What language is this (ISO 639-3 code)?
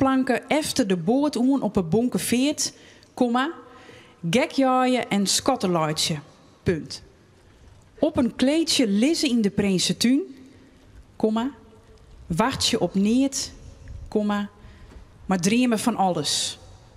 fry